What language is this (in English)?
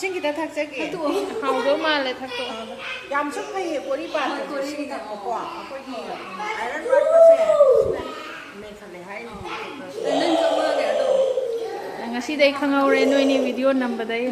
Manipuri